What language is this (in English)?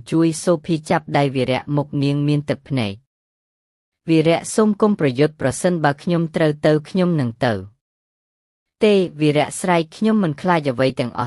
Khmer